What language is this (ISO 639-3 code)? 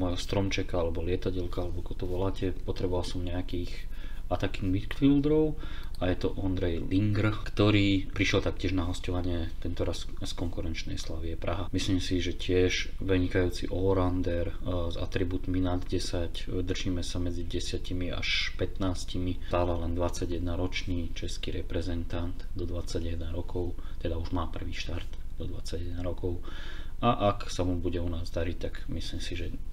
slk